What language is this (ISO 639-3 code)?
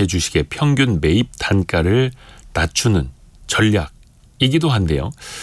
kor